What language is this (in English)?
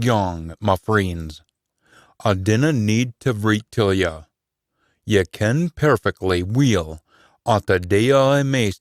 Scots